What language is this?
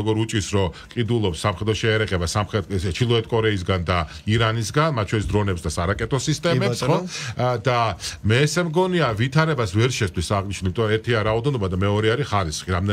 Georgian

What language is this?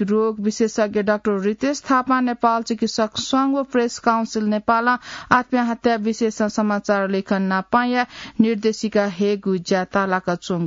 Newari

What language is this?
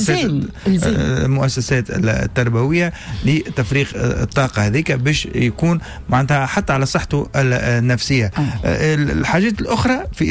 Tunisian Arabic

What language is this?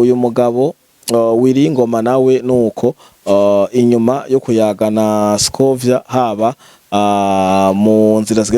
Rundi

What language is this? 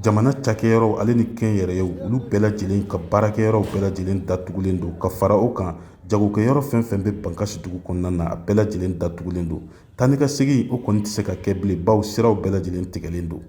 Bambara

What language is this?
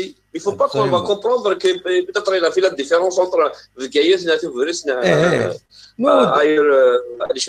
Kabyle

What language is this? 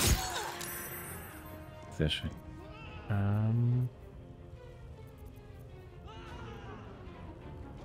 German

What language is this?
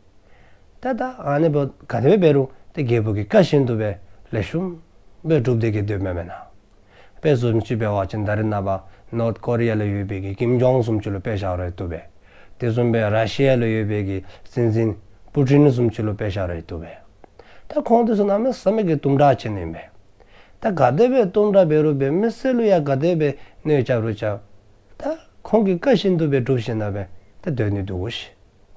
Dzongkha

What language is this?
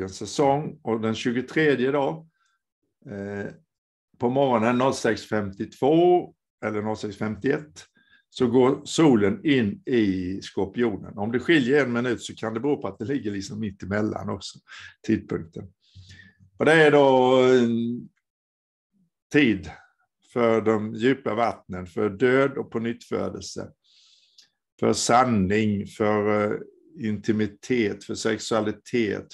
Swedish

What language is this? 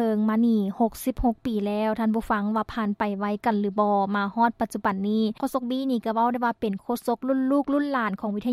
Lao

